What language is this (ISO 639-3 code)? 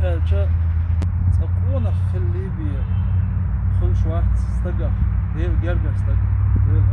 che